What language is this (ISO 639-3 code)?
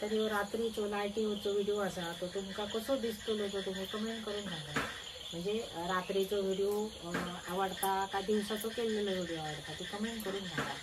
kok